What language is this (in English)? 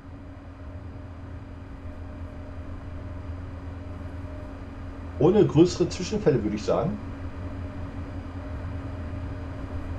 German